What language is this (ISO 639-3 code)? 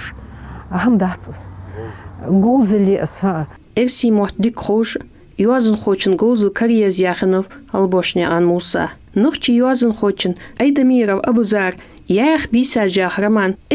inh